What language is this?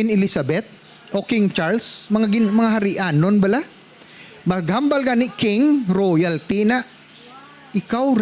Hiligaynon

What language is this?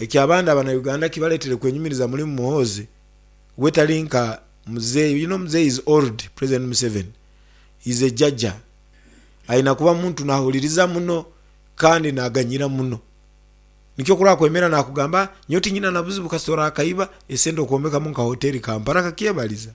Nyankole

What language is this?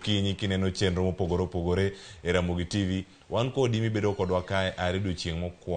Luo (Kenya and Tanzania)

